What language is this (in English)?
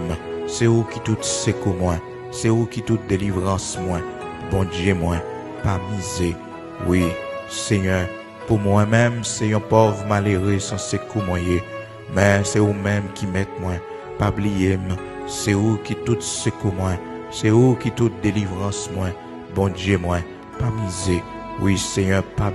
Haitian Creole